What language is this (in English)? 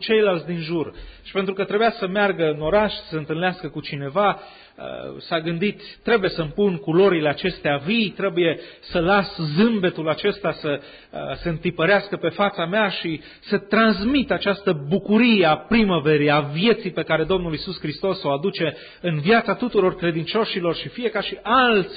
Romanian